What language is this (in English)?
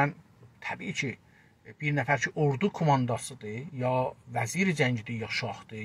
South Azerbaijani